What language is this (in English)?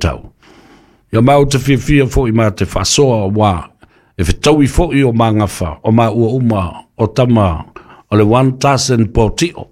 Samoan